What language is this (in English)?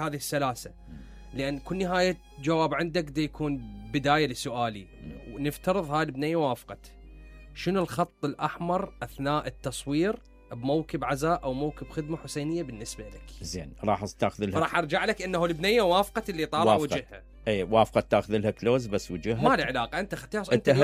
Mesopotamian Arabic